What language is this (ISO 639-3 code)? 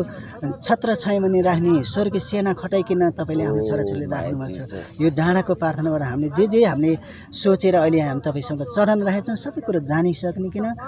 nep